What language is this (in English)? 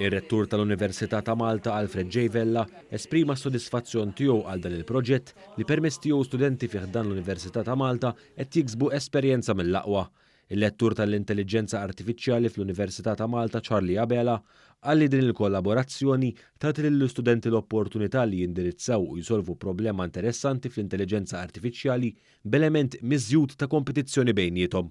Maltese